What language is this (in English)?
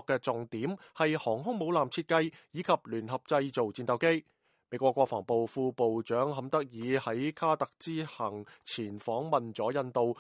Cantonese